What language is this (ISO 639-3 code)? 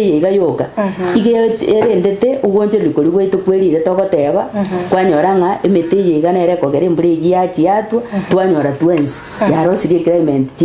guz